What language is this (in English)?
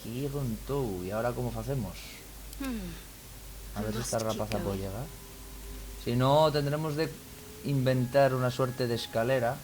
Asturian